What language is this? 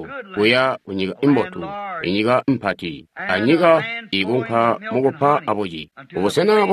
Tonga (Zambia)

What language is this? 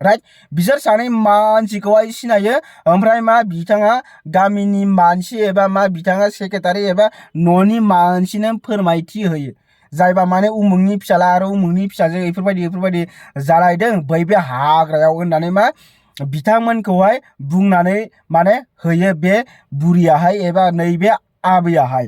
Bodo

